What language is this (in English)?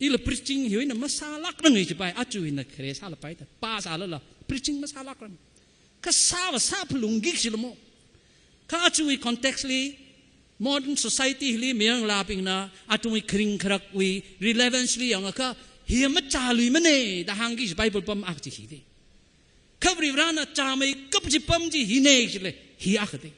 Tangkhul Naga (India)